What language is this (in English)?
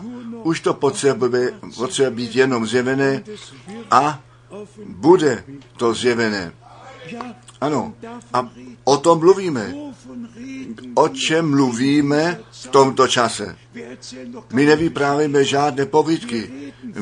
Czech